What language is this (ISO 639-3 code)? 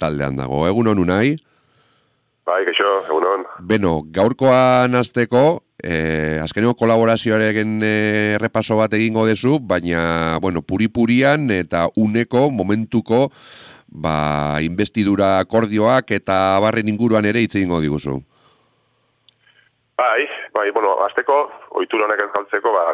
eus